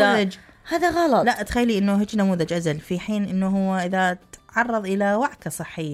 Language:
Mesopotamian Arabic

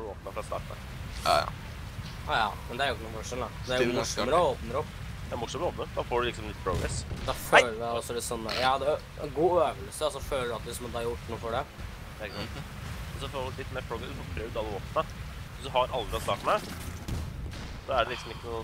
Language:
Norwegian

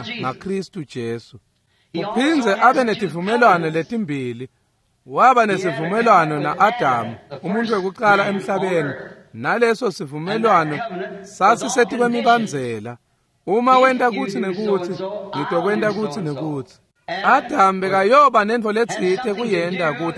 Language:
Swati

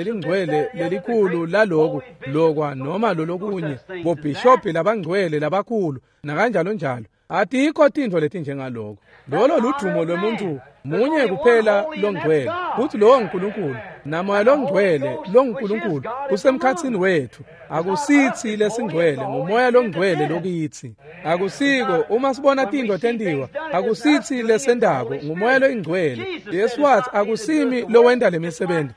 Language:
Swati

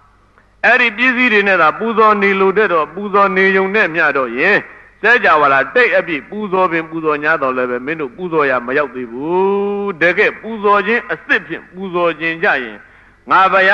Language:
Burmese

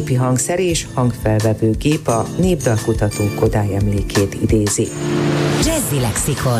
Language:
Hungarian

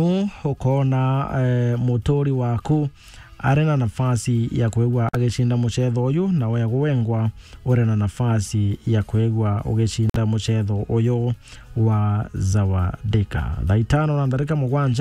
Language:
Meru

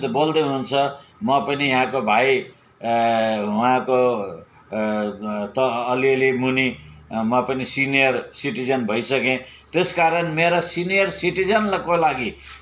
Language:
Nepali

